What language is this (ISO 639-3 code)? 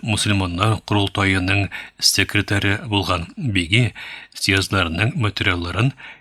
tat